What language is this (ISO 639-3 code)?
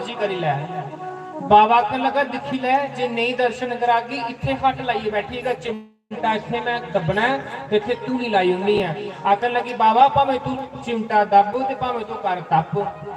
doi